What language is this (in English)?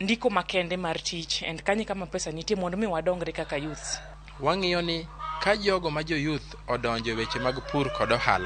Luo (Kenya and Tanzania)